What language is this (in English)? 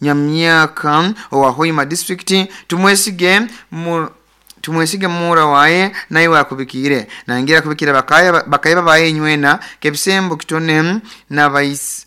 Nyoro